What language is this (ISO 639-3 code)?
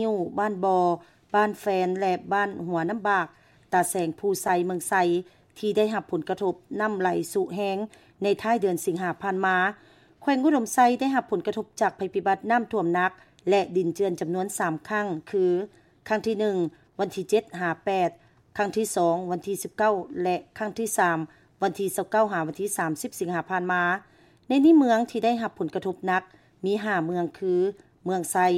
lao